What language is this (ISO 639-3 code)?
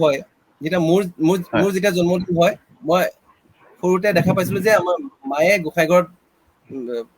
asm